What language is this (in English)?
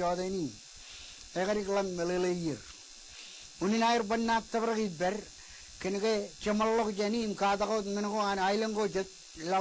Marshallese